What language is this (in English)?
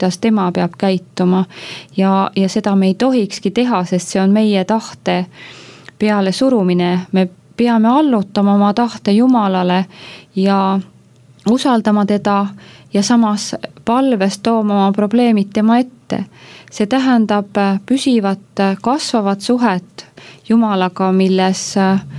Estonian